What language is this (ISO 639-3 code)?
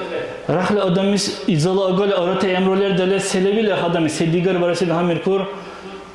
dar